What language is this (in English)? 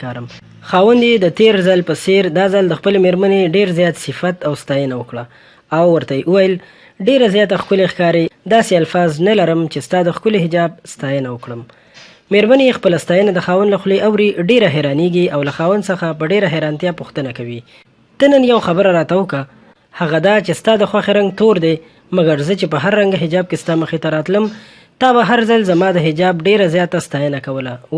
Pashto